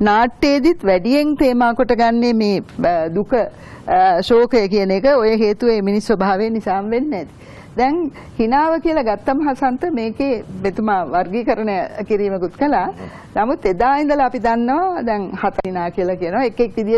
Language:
Sinhala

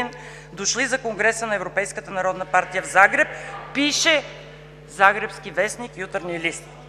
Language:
Bulgarian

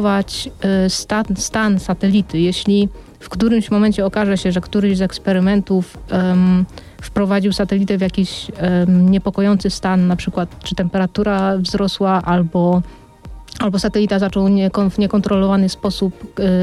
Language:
Polish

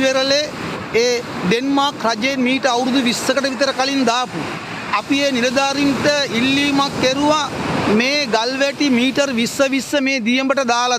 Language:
Sinhala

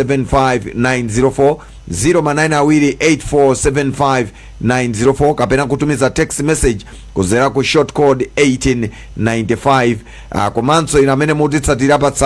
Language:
Nyanja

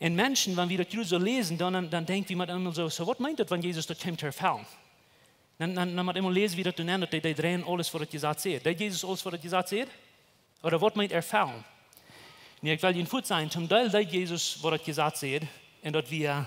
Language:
Plautdietsch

